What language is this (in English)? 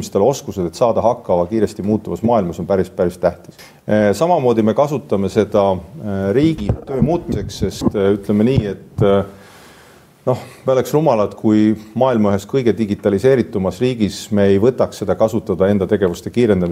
Estonian